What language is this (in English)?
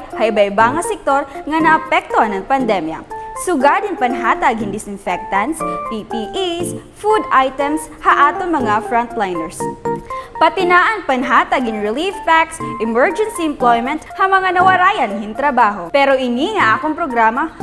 Waray